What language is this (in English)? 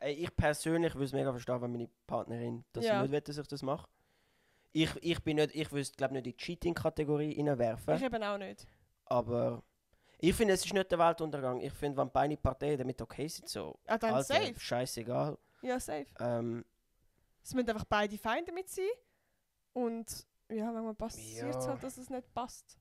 Swiss German